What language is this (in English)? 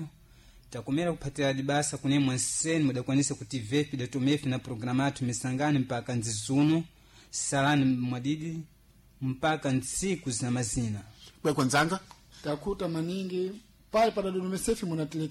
Sena